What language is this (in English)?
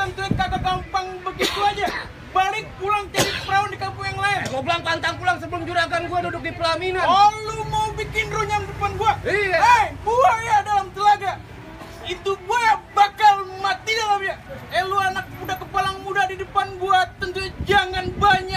Betawi